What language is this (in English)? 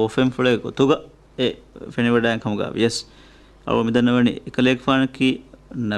Divehi